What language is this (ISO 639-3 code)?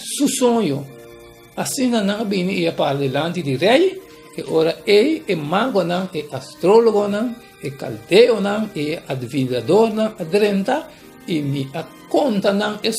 pap